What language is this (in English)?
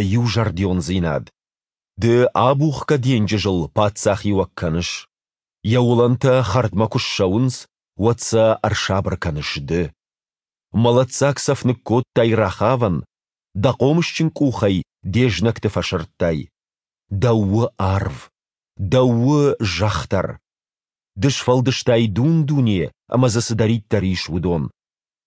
Ossetic